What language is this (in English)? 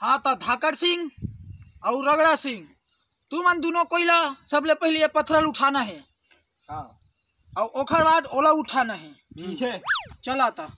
Chhattisgarhi